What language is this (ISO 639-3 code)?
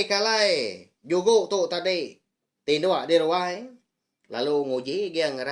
iba